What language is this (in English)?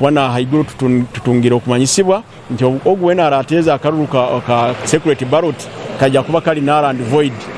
Nyankole